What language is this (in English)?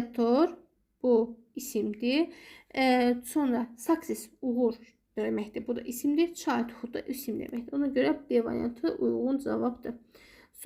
Azerbaijani